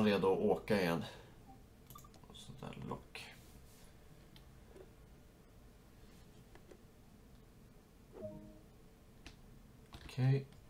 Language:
Swedish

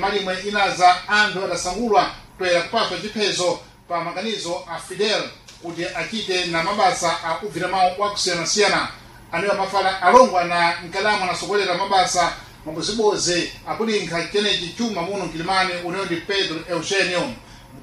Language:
Sena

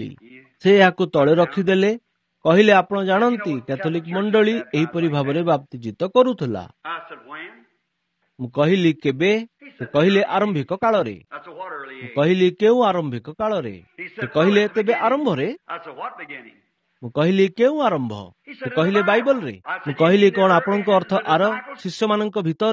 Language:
Odia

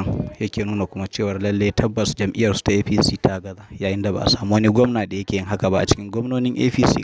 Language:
Hausa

